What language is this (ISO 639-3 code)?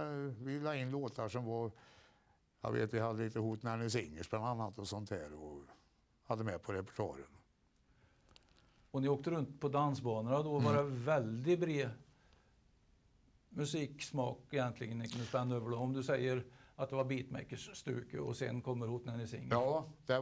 swe